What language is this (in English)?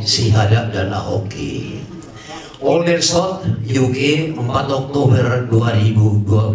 Batak Toba